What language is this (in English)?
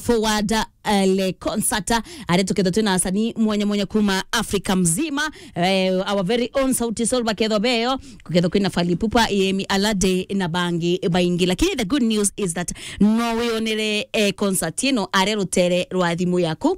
Meru